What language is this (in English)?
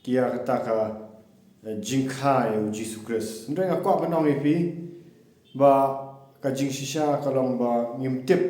Khasi